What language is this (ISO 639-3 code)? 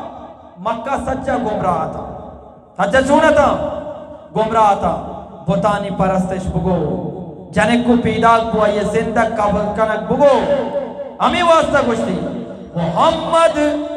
bgp